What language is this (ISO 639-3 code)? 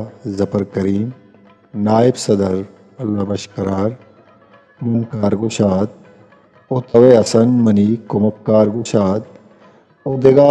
bgp